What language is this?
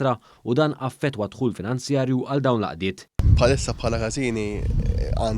Maltese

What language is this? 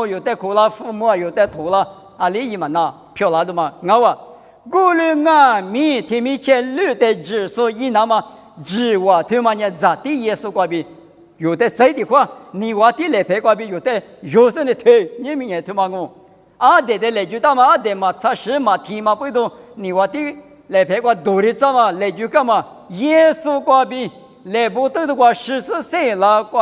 Lisu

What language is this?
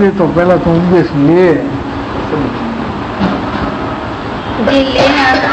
Gujarati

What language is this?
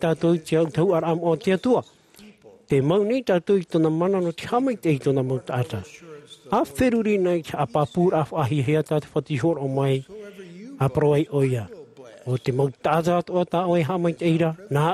Tahitian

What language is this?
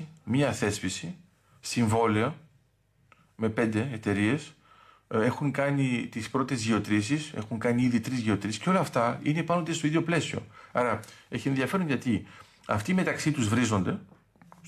Greek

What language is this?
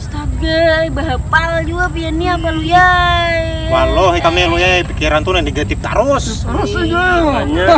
Banjar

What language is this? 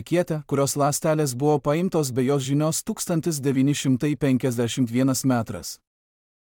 Lithuanian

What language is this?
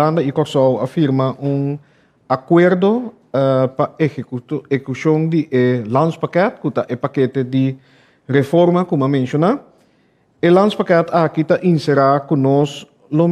Papiamento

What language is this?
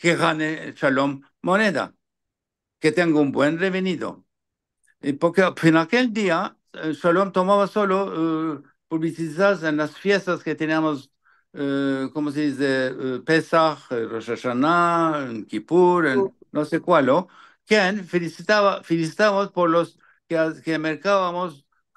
Ladino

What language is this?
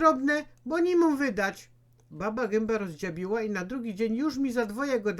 Silesian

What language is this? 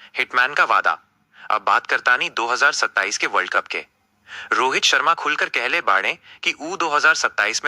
Bhojpuri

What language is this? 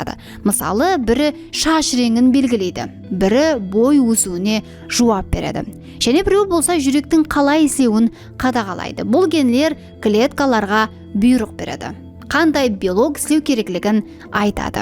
Kara-Kalpak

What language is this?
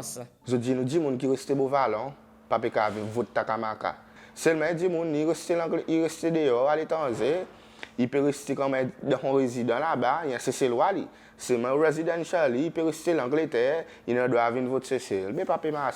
Seselwa Creole French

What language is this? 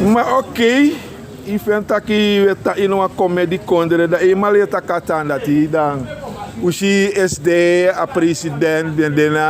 Sranan Tongo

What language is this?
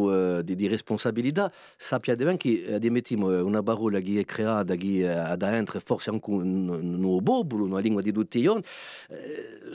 Corsican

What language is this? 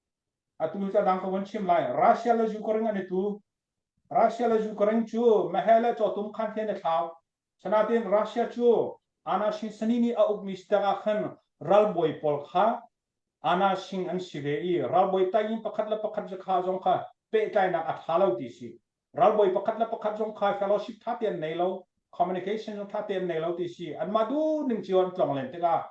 Hakha Chin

